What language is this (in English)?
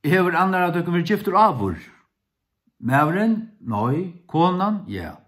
Faroese